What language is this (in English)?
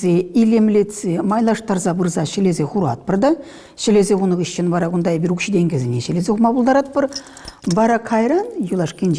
Chuvash